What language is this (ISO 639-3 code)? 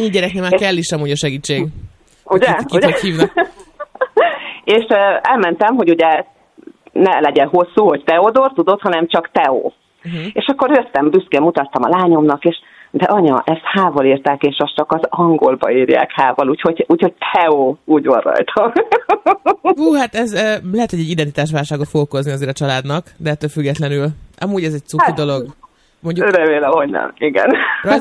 hun